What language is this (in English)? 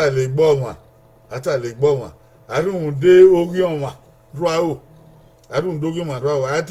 Bini